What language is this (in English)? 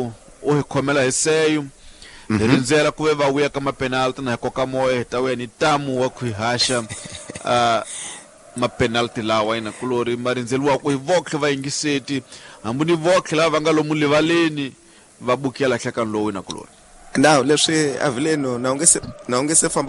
Tsonga